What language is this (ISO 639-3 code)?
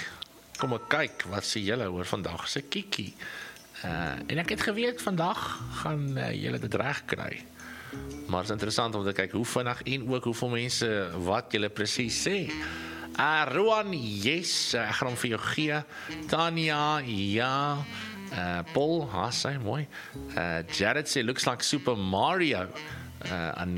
afr